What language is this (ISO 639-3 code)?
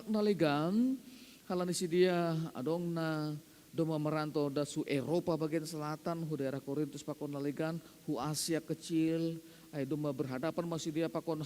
bts